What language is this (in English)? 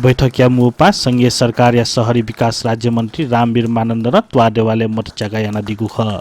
Newari